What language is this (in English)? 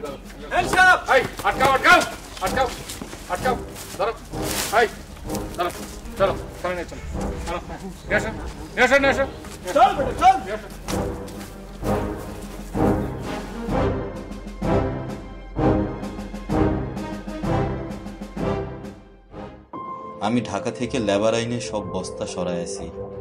Bangla